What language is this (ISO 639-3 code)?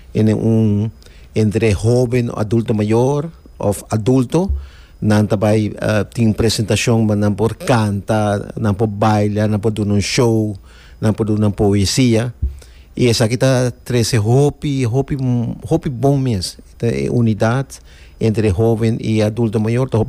pap